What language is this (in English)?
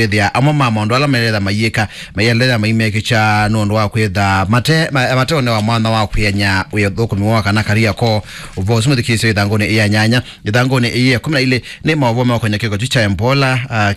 Kamba